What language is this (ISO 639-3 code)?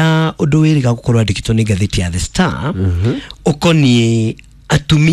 kik